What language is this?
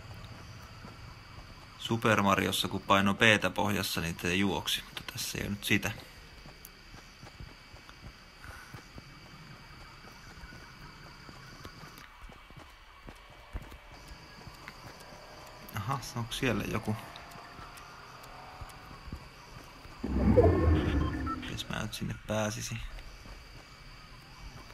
Finnish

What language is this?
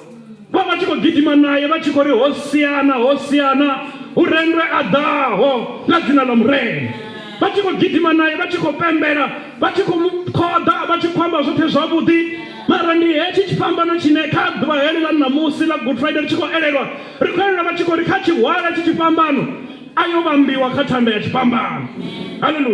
Venda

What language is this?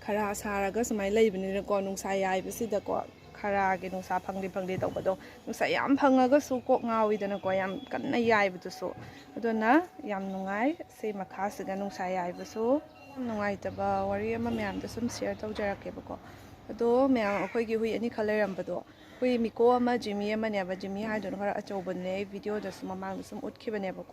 Manipuri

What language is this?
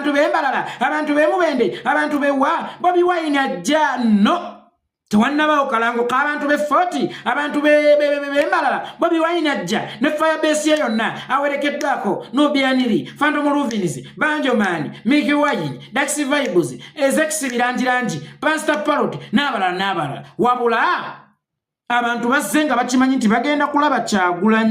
Ganda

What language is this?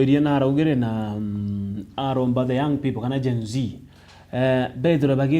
Meru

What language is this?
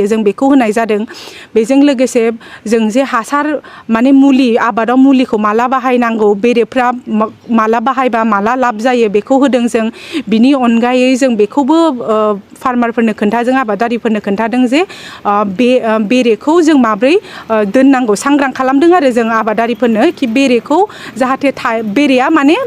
Bodo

